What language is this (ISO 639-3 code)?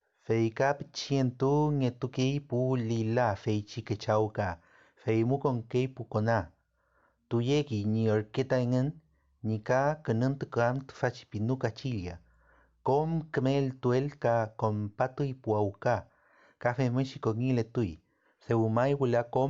arn